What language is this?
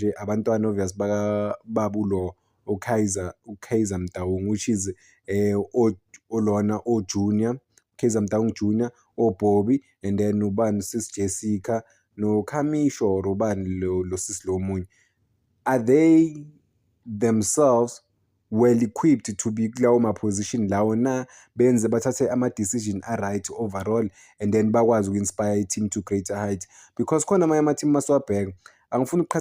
Zulu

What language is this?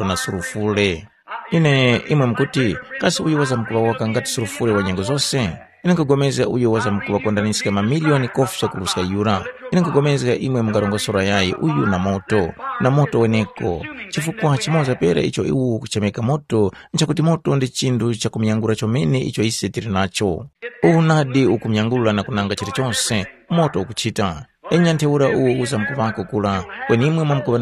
Tumbuka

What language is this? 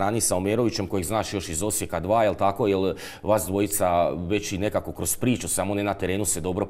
Croatian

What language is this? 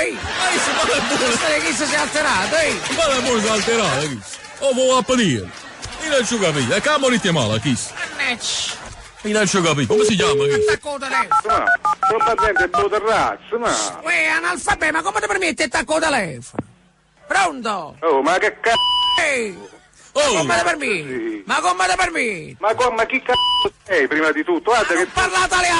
Neapolitan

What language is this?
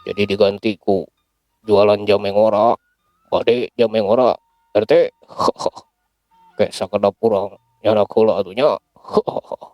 Sundanese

